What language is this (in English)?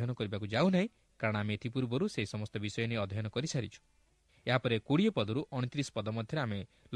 Odia